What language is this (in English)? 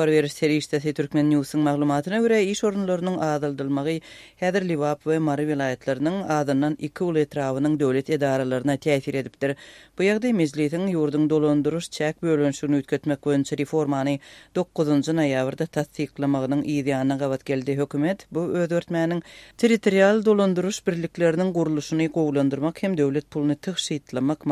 Turkmen